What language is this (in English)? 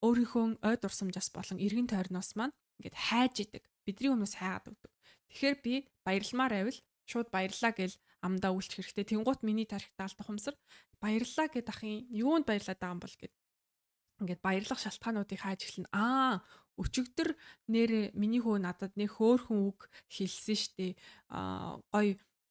Mongolian